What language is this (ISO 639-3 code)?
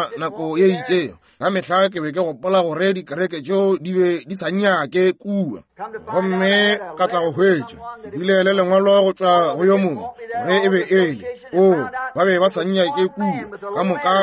nso